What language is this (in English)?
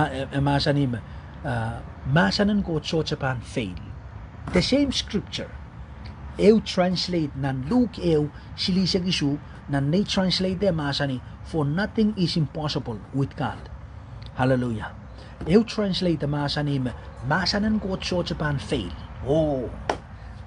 Pohnpeian